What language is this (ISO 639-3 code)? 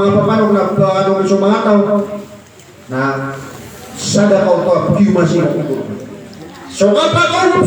mrw